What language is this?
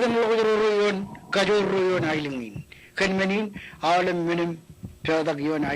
Marshallese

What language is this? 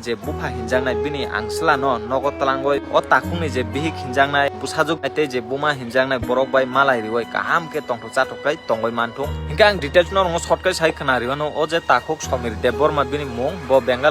Kok Borok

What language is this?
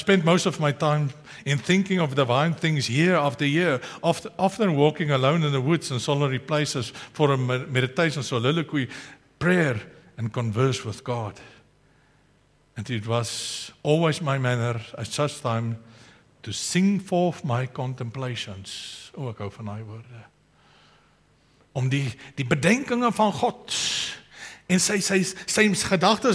Afrikaans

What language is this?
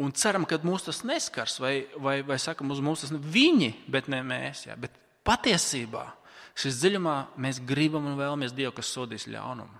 Latvian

